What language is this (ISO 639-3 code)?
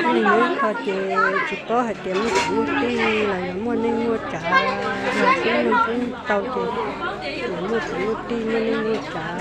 hmn